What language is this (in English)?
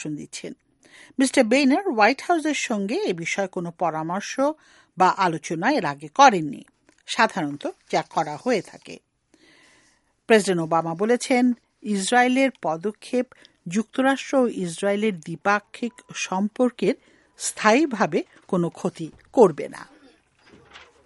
Bangla